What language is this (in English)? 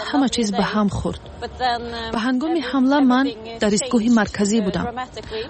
Persian